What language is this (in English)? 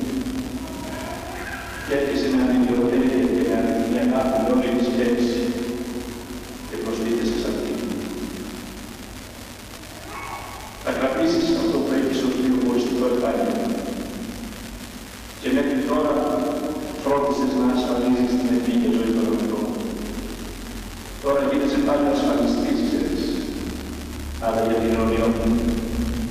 Greek